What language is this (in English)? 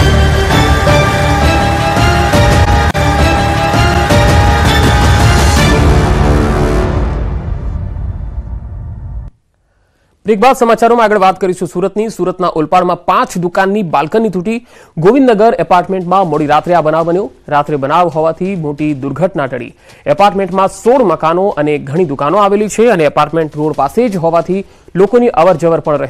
Gujarati